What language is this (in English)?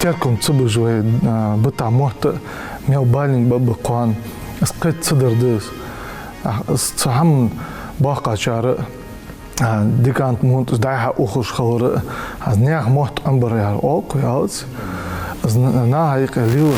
Ingush